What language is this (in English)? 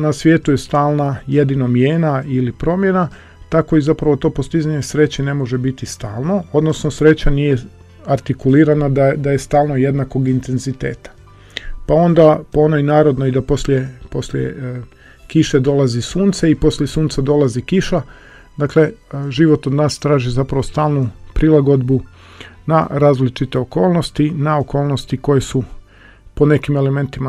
Croatian